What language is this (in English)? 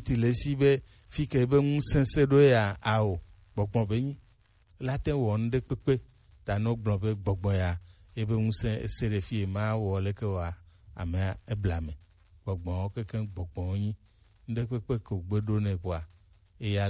Gen